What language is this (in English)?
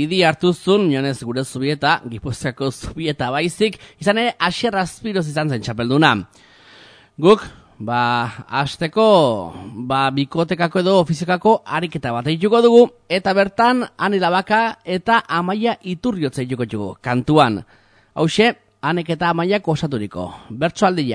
Basque